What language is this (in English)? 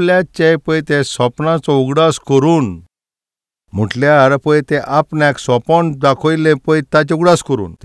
Konkani